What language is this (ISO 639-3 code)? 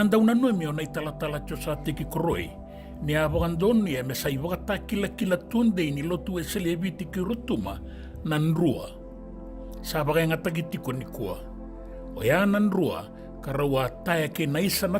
fij